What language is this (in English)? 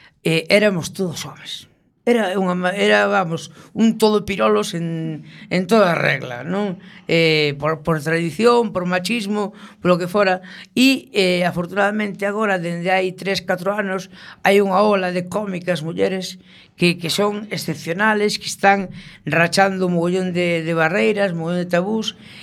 Galician